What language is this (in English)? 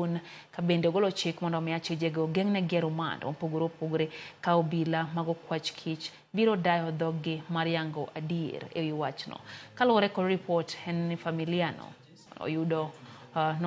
Luo (Kenya and Tanzania)